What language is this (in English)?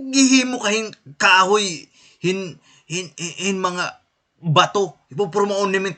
Waray